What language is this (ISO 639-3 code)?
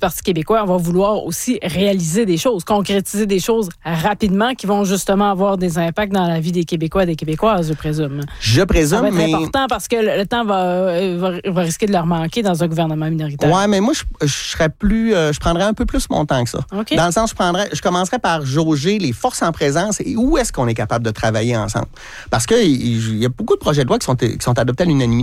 fra